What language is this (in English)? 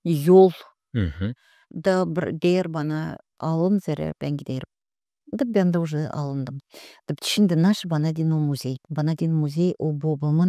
Gagauz